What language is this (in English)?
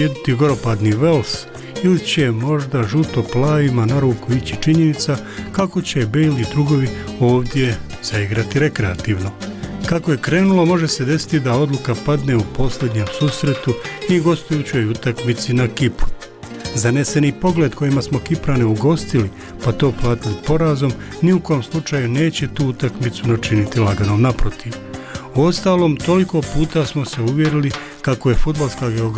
Bosnian